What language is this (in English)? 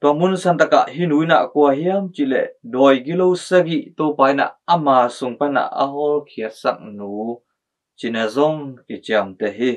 Tedim Chin